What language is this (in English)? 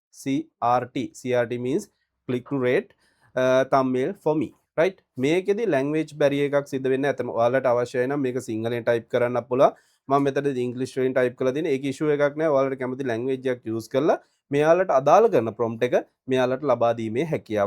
Sinhala